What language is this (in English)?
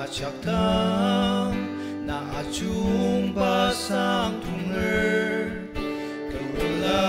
Ao Naga